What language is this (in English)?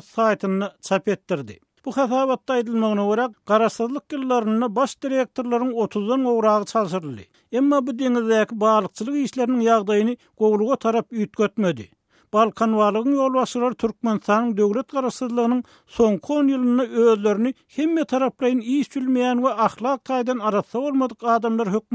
Turkmen